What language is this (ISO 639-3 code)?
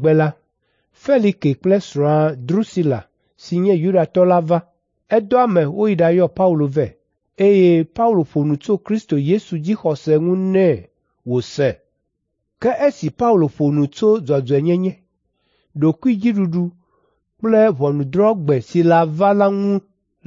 ewe